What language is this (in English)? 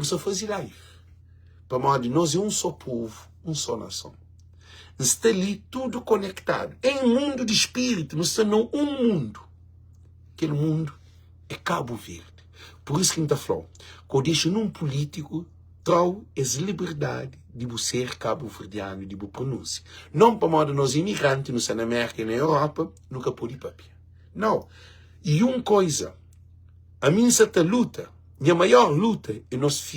Kabuverdianu